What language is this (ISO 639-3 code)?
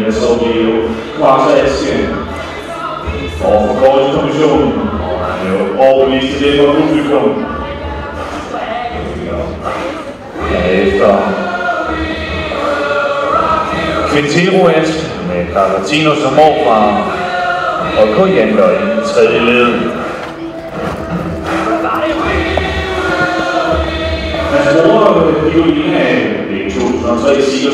dan